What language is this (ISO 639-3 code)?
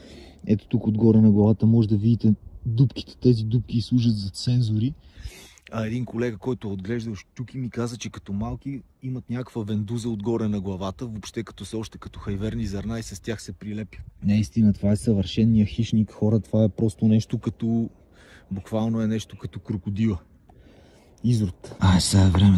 bul